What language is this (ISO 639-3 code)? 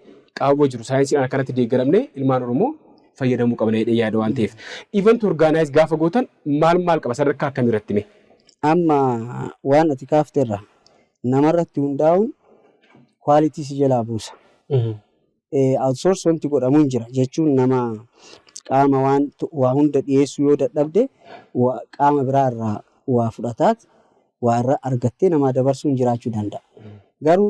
orm